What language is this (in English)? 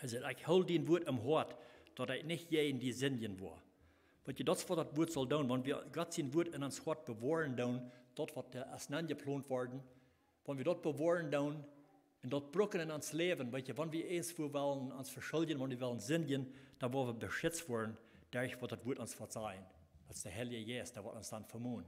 Plautdietsch